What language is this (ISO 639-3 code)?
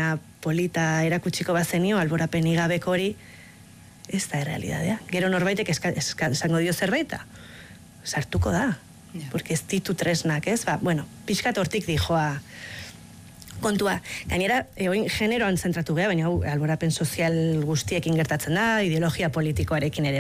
eus